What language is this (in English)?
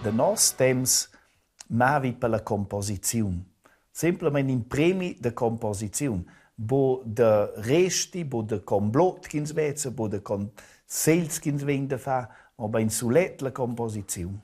Romansh